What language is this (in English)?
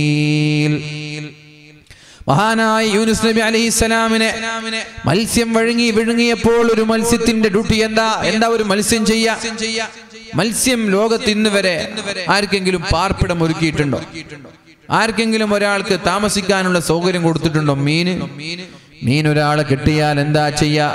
Malayalam